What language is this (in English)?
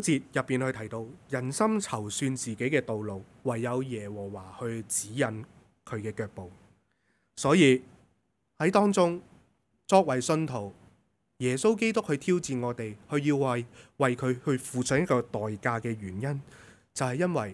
Cantonese